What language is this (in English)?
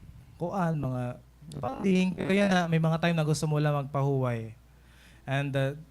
Waray